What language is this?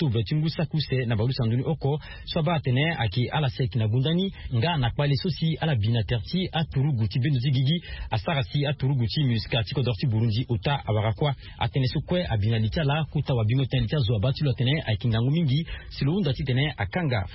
Sango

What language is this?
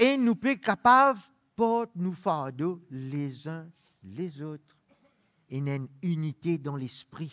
Morisyen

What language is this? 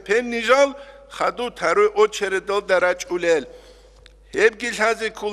Avaric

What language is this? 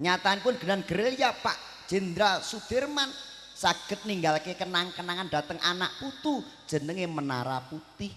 Javanese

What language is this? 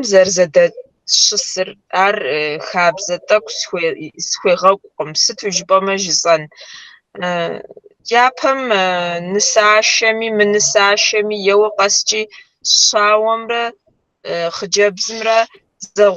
Kabardian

